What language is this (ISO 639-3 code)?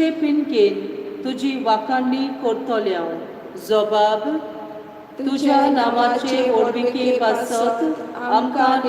kok